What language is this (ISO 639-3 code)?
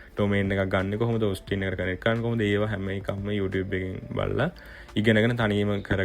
sin